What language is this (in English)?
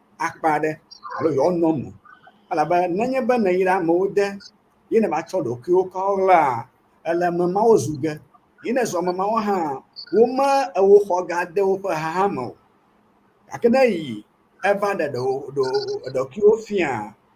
Ewe